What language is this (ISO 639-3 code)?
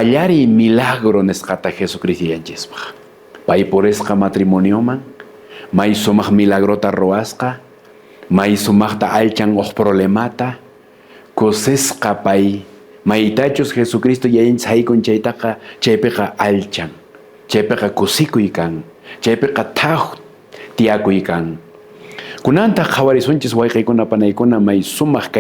que